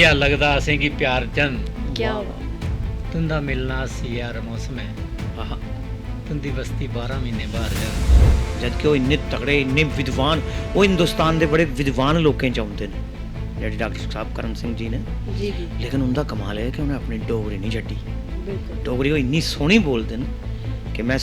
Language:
Dogri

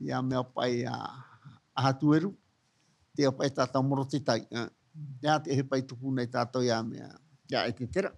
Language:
Tahitian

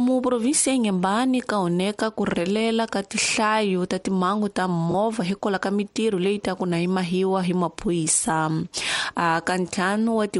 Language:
Tsonga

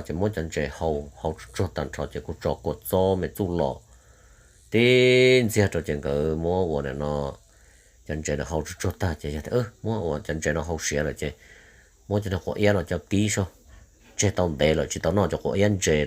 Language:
Hmong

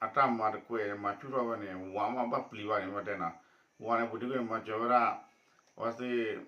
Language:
S'gaw Karen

